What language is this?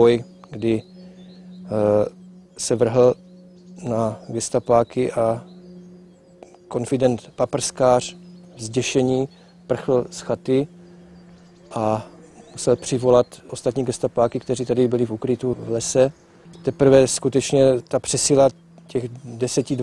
Czech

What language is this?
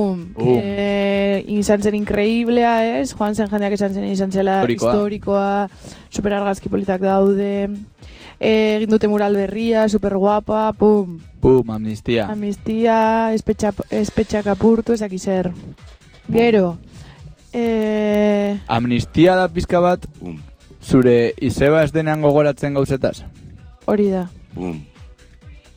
Basque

